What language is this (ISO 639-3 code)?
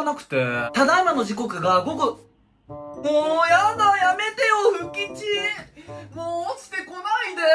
jpn